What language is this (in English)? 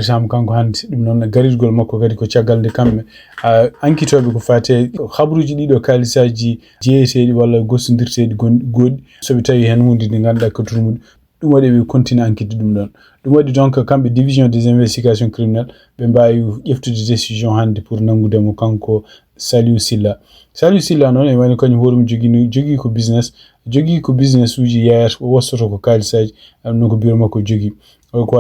Fula